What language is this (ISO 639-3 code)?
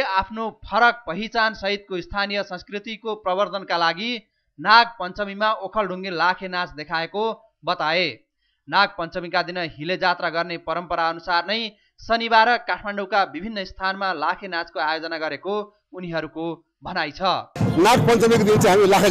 nep